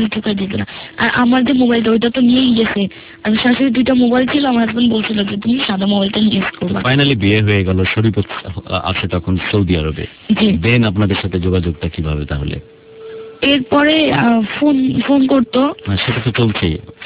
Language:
Bangla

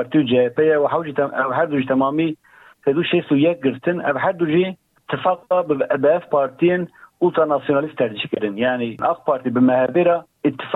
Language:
Kurdish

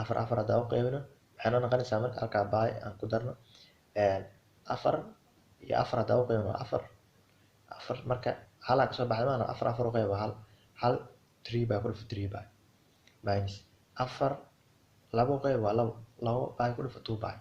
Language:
Somali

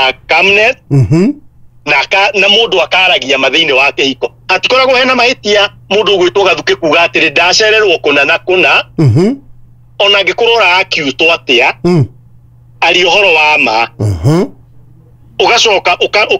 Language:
Kikuyu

